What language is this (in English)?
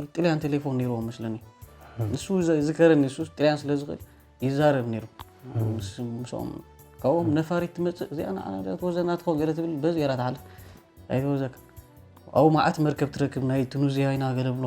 Tigrinya